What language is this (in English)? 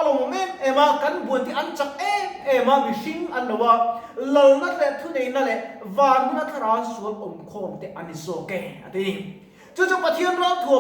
Mizo